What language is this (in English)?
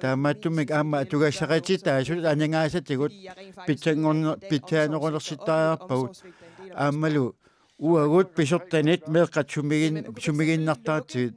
Kalaallisut